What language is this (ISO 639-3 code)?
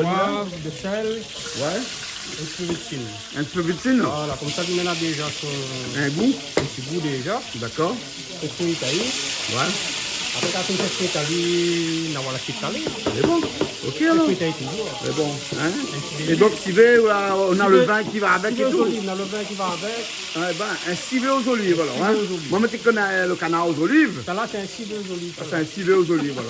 rcf